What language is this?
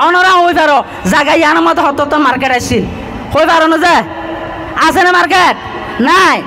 Rohingya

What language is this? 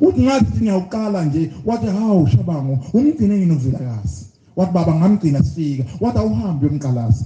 Zulu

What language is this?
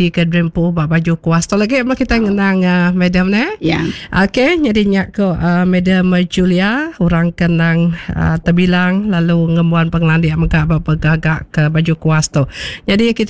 Iban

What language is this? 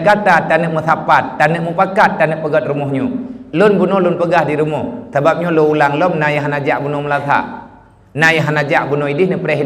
Achinese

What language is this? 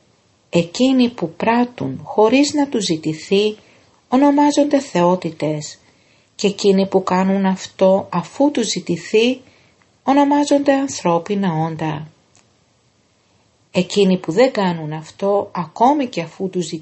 Greek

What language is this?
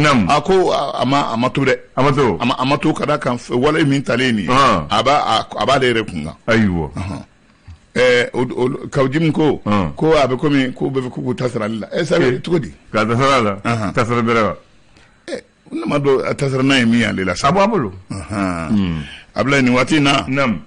Bambara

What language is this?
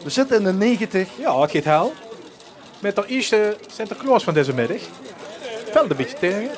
Limburgish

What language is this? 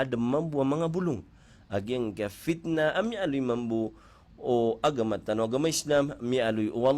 Maranao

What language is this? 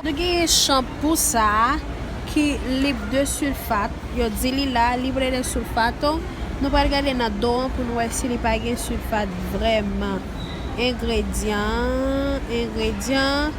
Haitian Creole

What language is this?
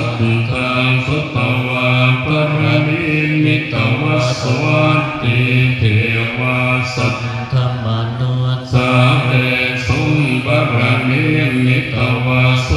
Pali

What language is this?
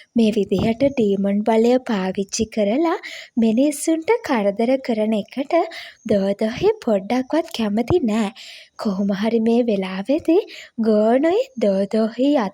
Sinhala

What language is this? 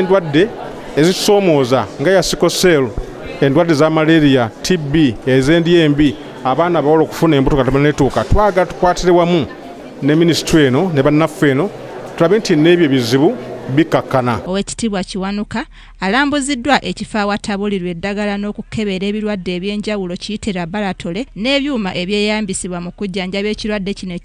Ganda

